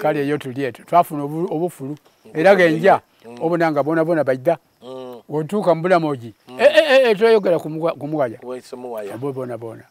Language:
Soga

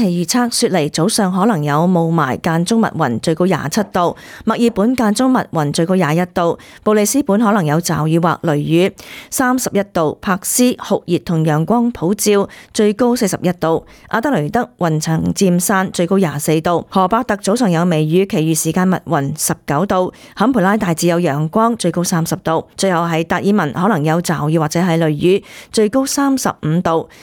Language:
Cantonese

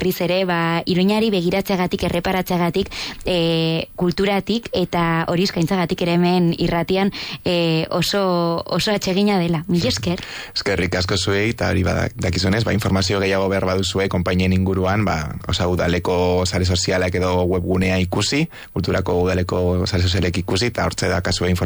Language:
Basque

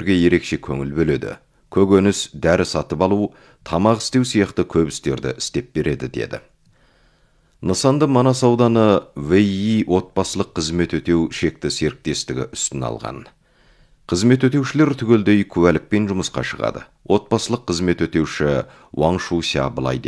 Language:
Kazakh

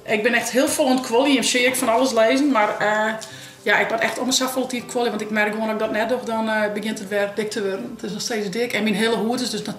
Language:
Western Frisian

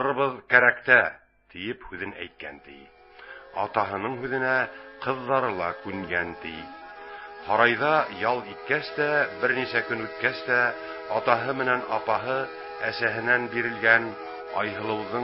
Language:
Bashkir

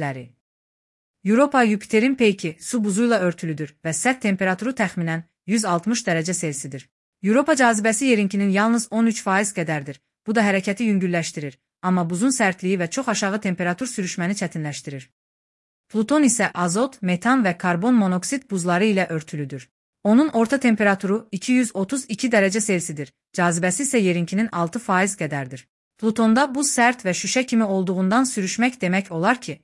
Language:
Azerbaijani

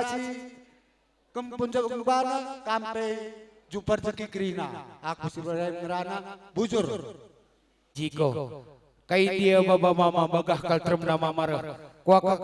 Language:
Batak Karo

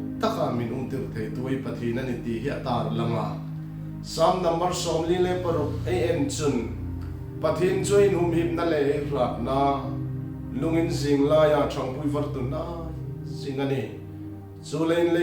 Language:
Hmar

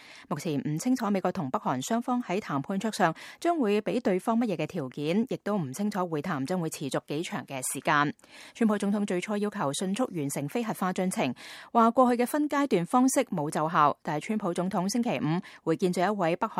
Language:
Cantonese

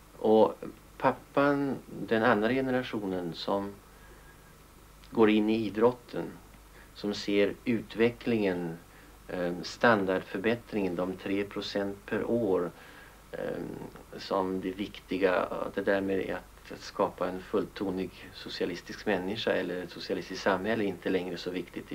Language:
Swedish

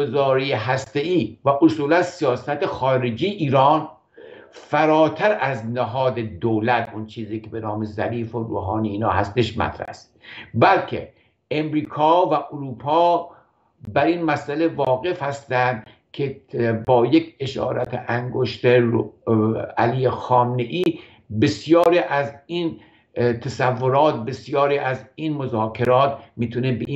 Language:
Persian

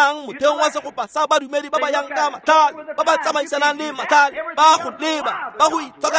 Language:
Tswana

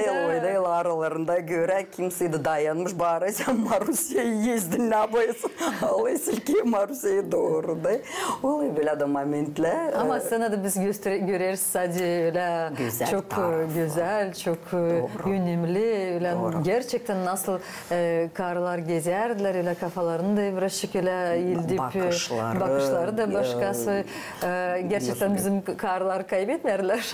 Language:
Gagauz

